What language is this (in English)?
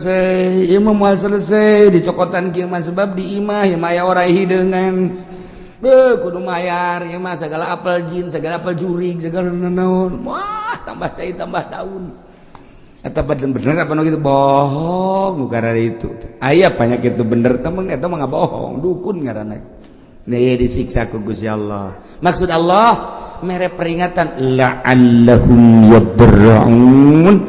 Sundanese